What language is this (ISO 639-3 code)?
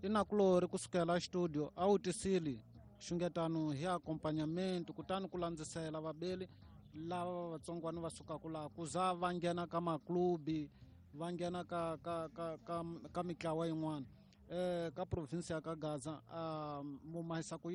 tso